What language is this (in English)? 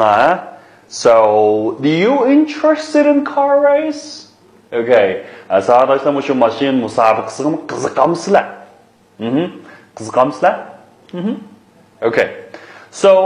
Uyghur